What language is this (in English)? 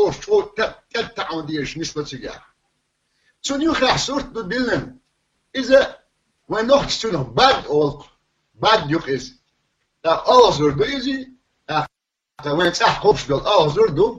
Chechen